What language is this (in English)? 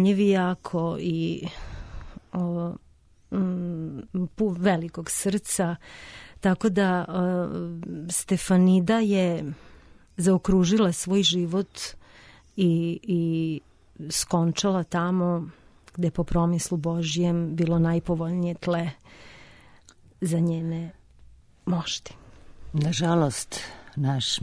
Serbian